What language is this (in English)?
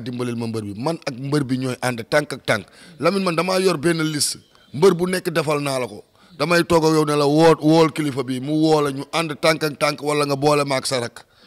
Wolof